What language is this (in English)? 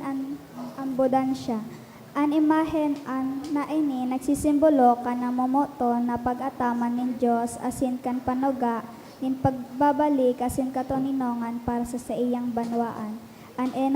Bikol